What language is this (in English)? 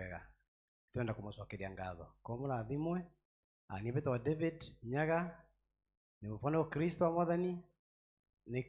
Kikuyu